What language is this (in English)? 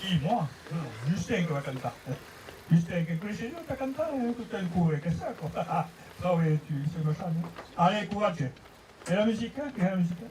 Occitan